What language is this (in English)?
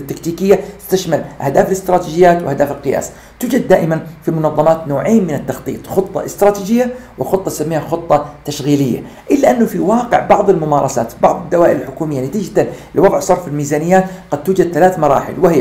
Arabic